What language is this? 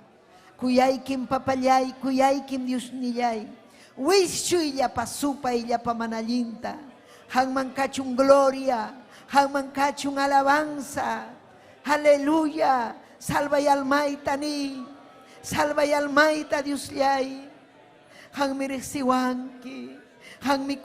Ayacucho Quechua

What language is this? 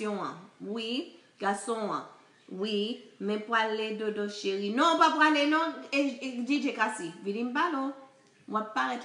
Haitian Creole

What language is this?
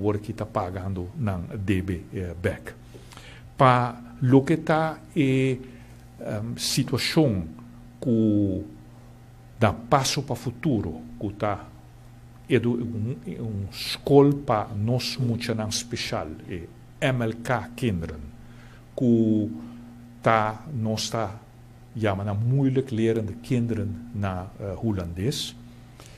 Papiamento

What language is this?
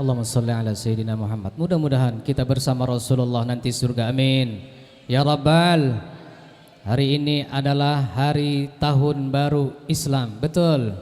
Banjar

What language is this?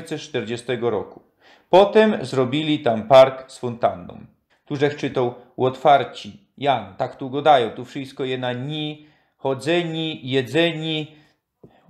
Silesian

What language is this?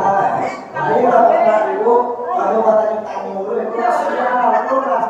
Minangkabau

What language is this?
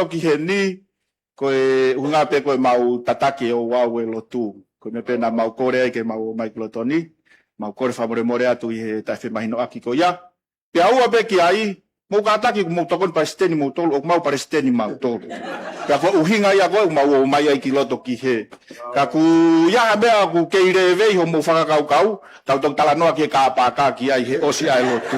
Tongan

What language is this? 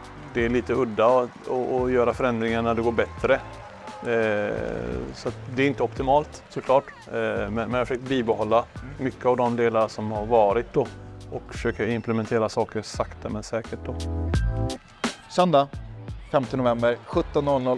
Swedish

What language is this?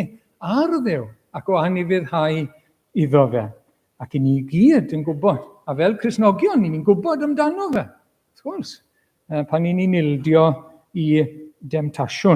Welsh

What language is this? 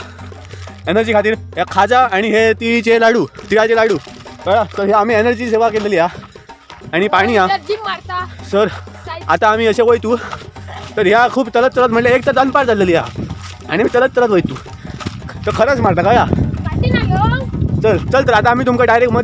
Konkani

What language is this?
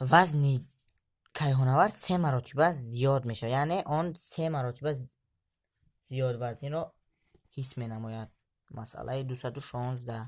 Tajik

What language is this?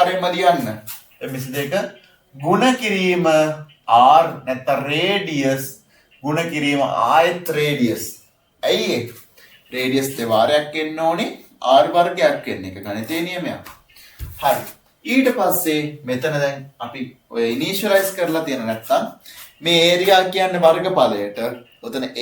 Sinhala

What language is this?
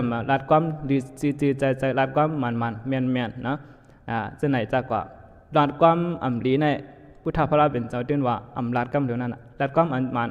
Shan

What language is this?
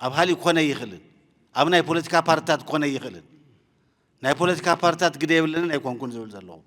Tigrinya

